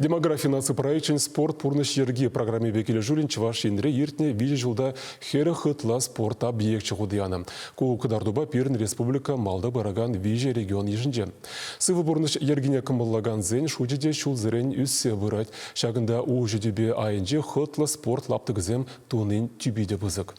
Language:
Chuvash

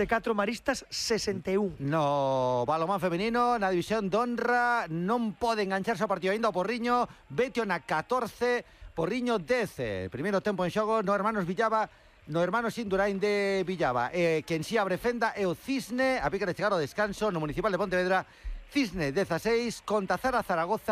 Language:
Galician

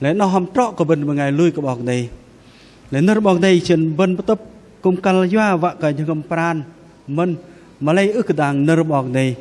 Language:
Bahnar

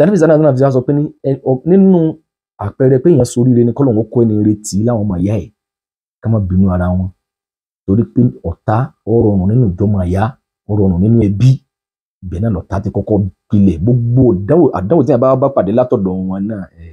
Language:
Yoruba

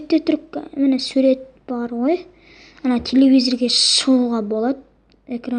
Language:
Kazakh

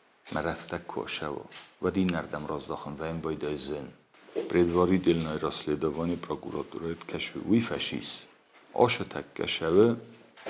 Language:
Ossetic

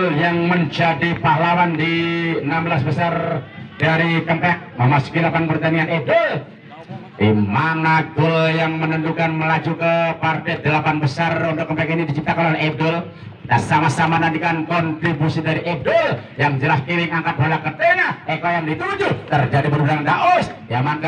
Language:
Indonesian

